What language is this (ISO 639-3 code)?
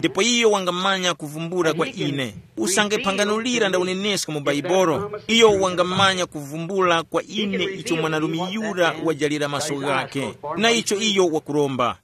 tum